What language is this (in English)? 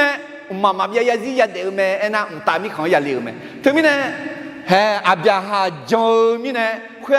Akha